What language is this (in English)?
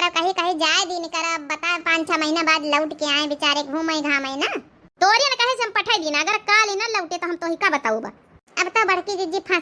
Awadhi